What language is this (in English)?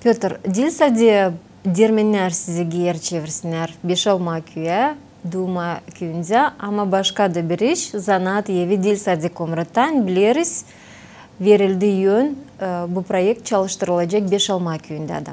Gagauz